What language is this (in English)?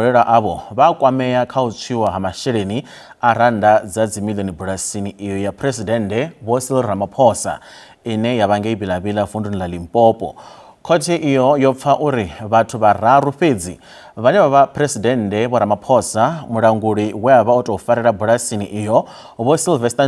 Venda